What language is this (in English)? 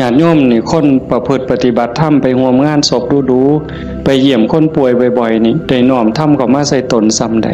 Northeastern Thai